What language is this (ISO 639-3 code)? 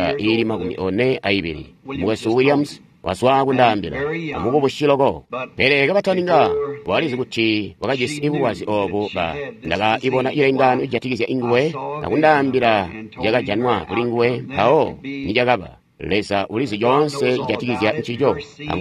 toi